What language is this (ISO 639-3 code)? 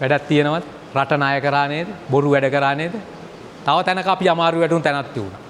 sin